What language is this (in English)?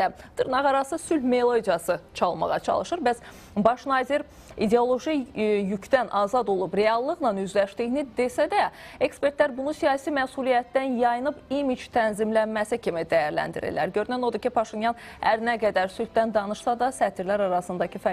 Azerbaijani